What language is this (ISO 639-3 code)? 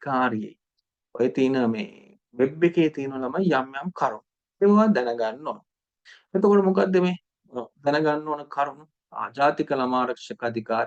sin